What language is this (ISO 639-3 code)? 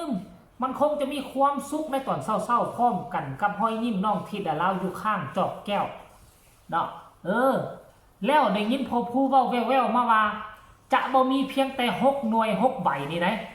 lao